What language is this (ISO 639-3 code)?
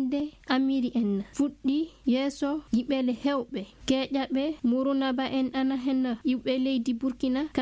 ful